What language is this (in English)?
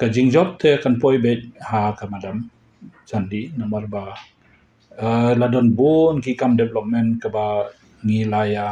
Khasi